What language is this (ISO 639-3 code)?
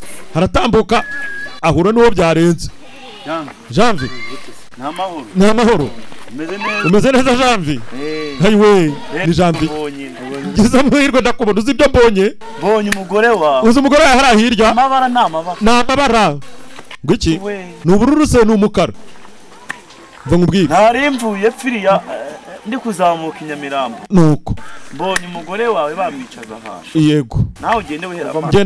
kin